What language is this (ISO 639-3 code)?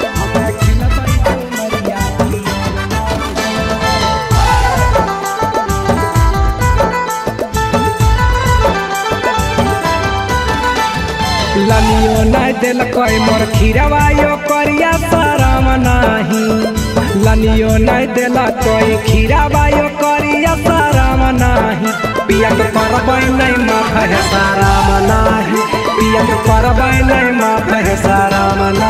bho